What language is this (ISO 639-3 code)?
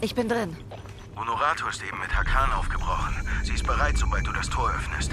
gsw